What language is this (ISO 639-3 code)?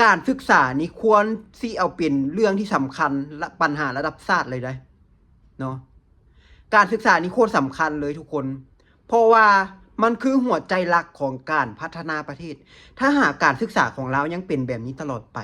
lao